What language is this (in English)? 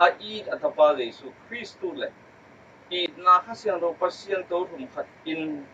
Tedim Chin